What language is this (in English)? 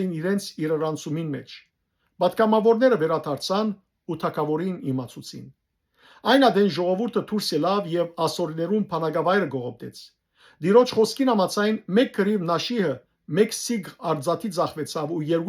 Western Armenian